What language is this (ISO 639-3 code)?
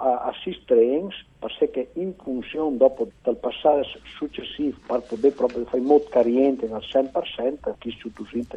fur